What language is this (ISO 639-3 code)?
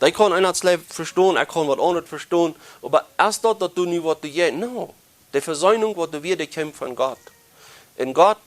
pdt